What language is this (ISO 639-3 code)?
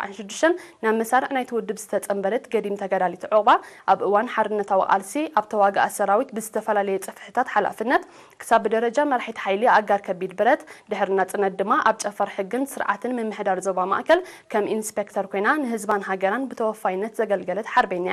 tig